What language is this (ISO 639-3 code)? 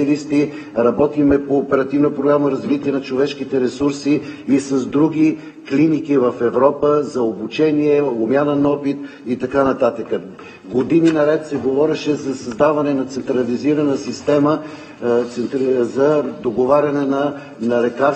bul